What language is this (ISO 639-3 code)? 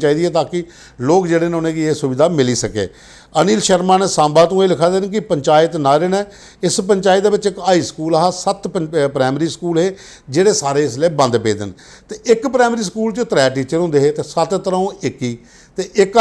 doi